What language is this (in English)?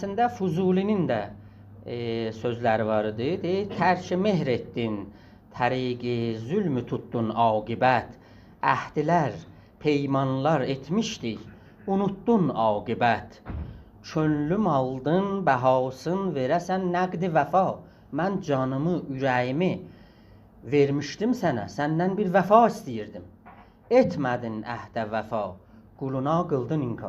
South Azerbaijani